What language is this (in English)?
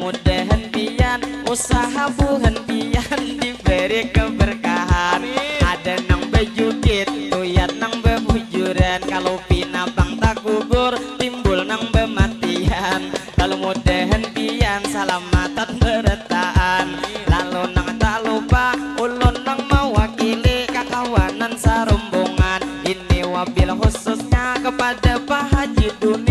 Banjar